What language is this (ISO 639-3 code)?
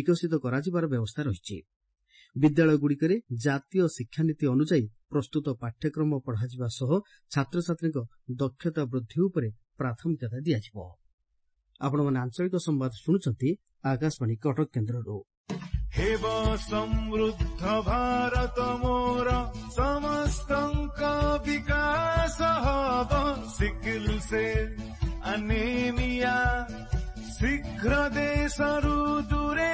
ori